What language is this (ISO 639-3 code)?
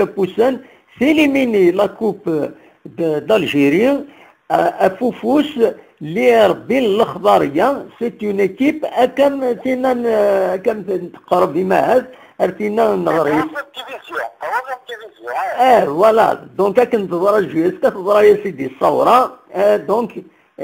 kab